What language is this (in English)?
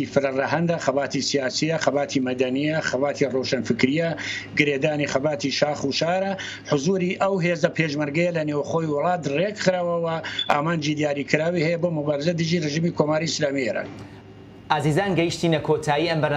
Central Kurdish